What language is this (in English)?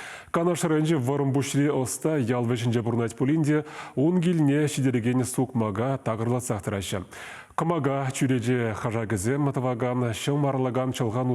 Chuvash